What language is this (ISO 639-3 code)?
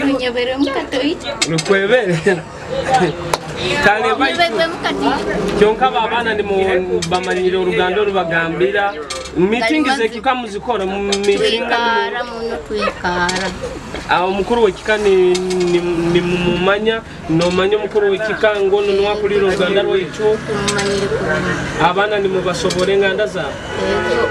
nyo